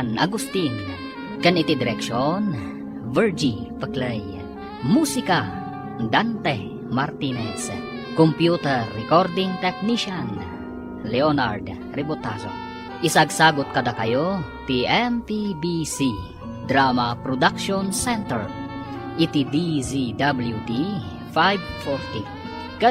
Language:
Iloko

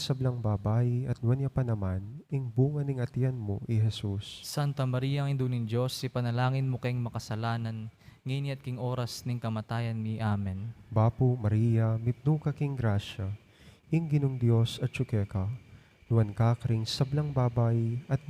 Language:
Pampanga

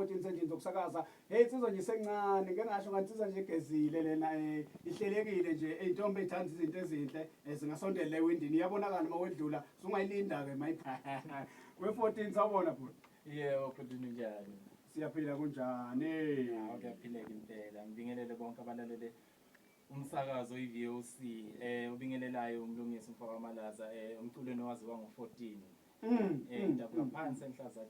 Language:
Zulu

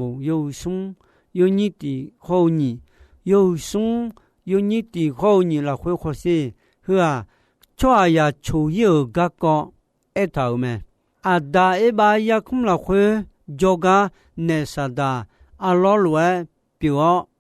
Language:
Akha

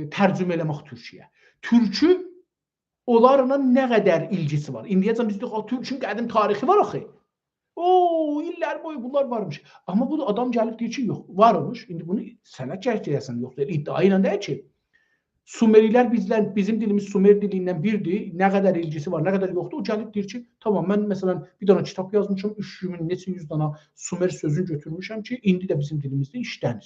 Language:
South Azerbaijani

